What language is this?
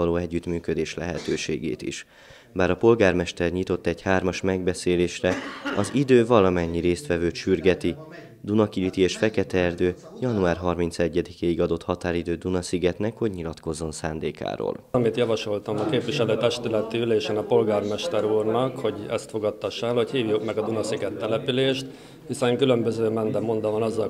Hungarian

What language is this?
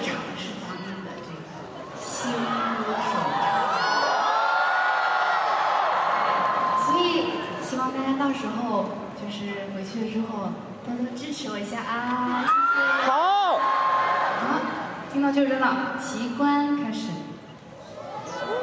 Chinese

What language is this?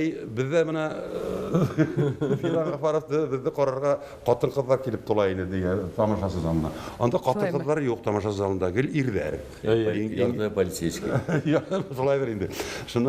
Bashkir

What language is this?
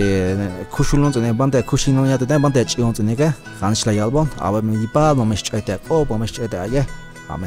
Tzeltal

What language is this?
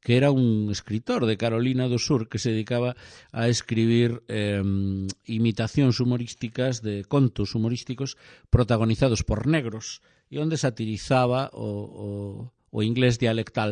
Galician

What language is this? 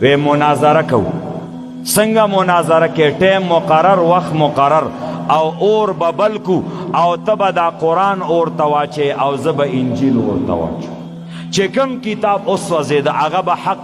Pashto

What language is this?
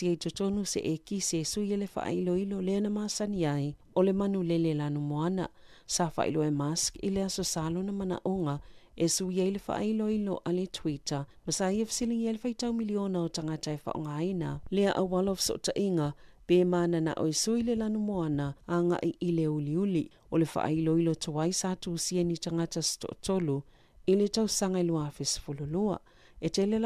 Samoan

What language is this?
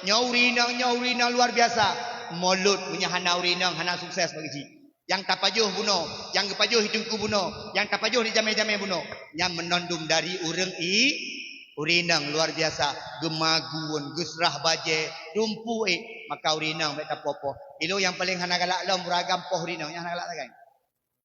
Achinese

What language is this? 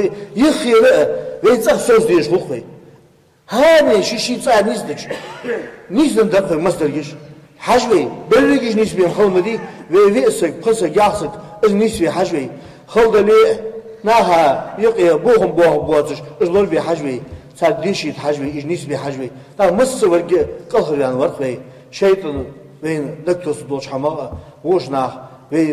Ingush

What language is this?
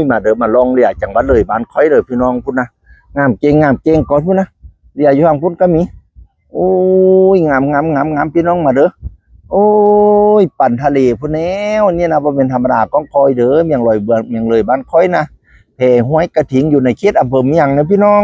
Northeastern Thai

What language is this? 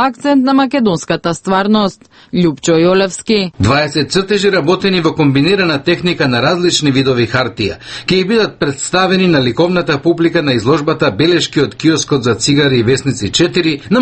Macedonian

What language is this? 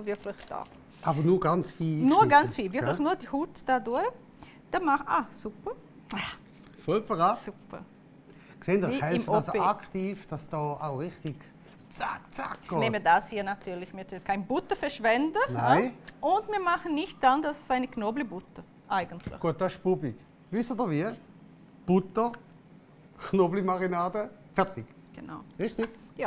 Swiss German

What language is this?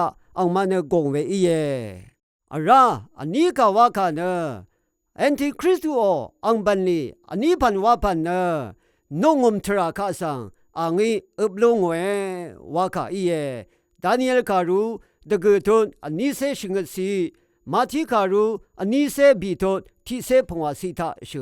Rawang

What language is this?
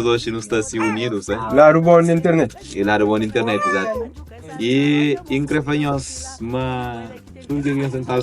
Kabuverdianu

